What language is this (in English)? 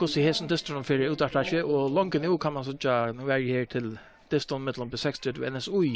Faroese